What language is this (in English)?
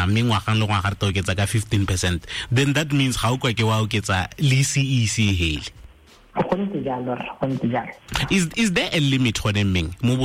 Tswana